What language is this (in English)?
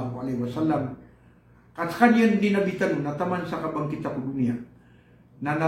Maranao